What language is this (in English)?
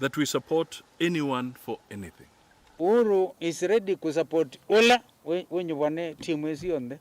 Kamba